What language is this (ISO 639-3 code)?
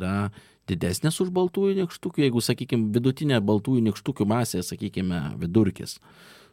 lit